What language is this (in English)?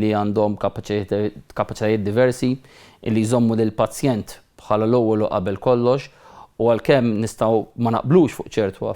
Maltese